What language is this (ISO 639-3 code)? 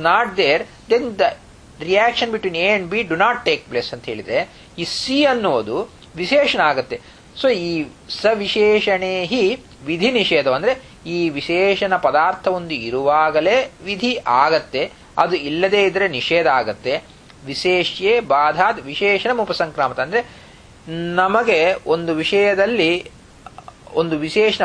kan